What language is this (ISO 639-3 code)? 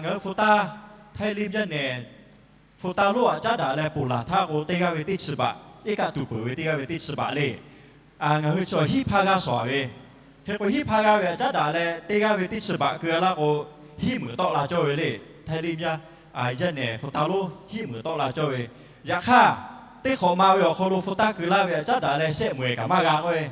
lhu